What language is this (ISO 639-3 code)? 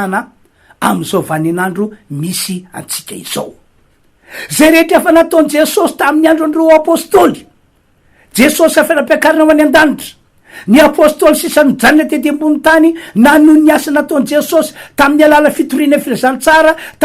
mlg